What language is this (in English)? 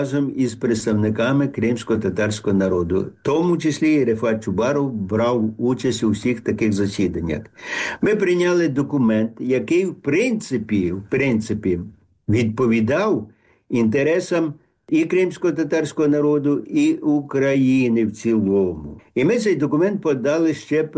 Ukrainian